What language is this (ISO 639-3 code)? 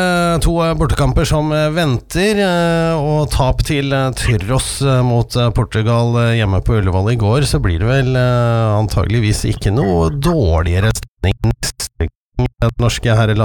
nor